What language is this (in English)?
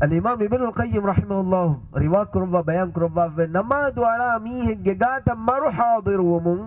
Divehi